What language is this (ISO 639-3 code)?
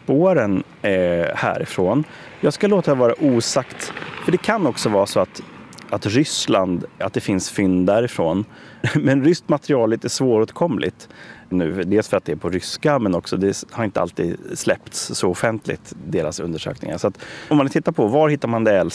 swe